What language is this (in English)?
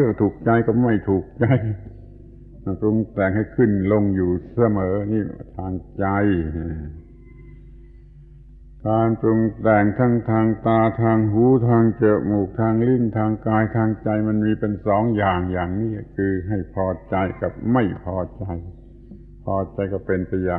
Thai